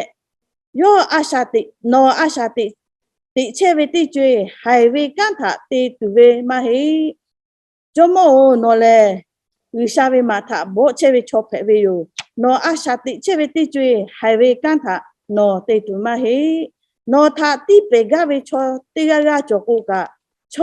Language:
Lahu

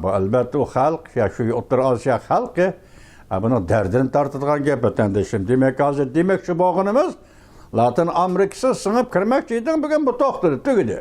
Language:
Uyghur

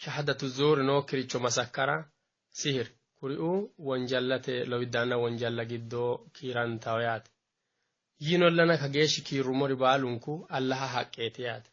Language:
Sidamo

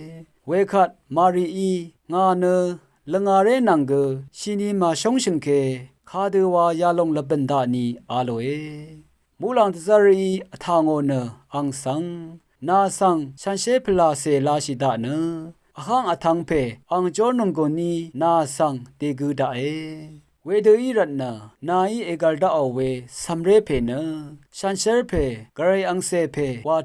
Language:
Rawang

